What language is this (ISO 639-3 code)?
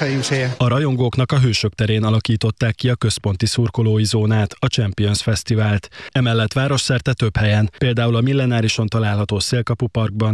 hun